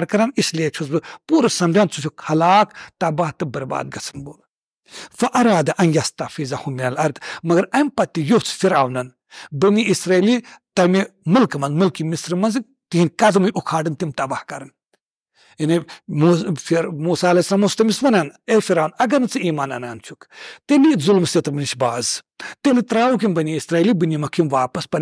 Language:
Kashmiri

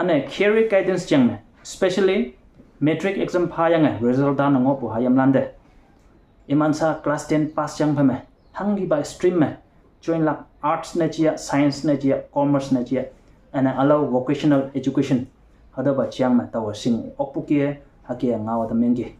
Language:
Konyak Naga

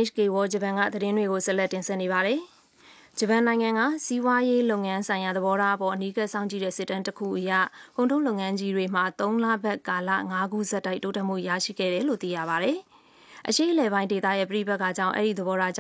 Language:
Burmese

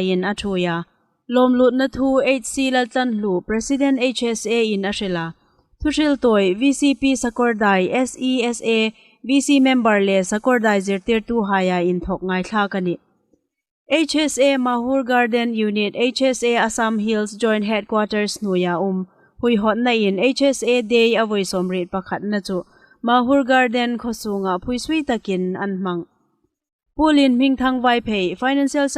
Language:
Hmar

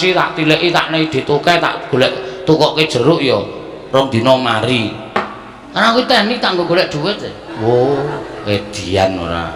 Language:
Javanese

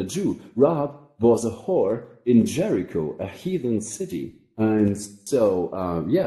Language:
English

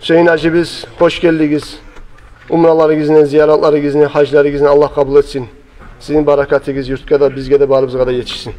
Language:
Kumyk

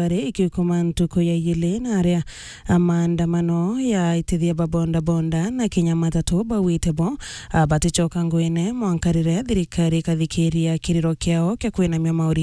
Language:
Meru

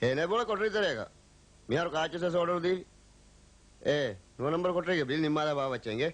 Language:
Divehi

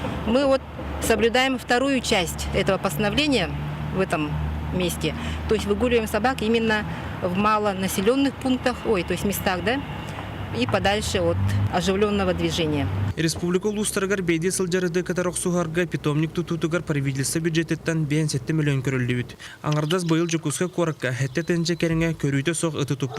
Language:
Yakut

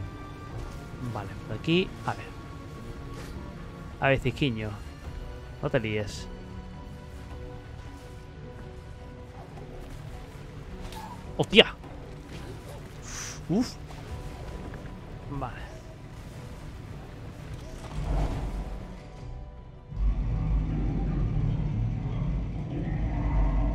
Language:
Spanish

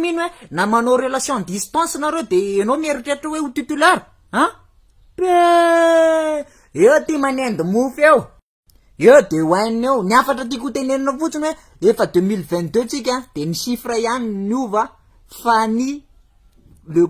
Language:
Malagasy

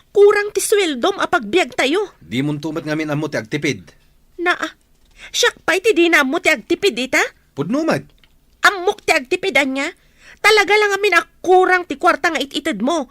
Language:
Iloko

